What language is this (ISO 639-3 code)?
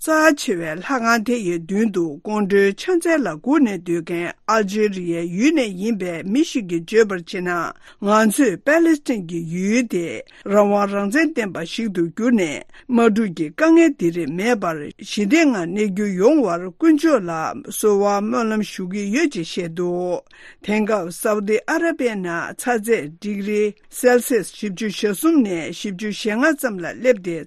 bod